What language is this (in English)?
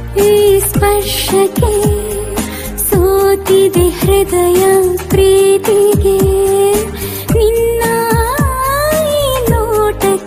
Kannada